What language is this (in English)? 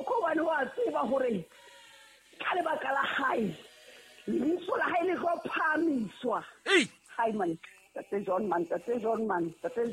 Southern Sotho